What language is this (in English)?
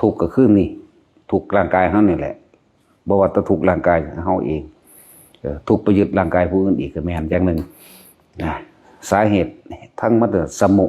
Northeastern Thai